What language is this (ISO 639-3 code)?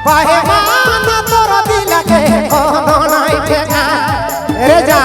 sck